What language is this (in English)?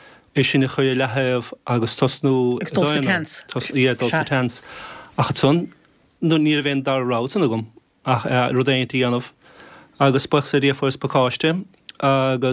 Irish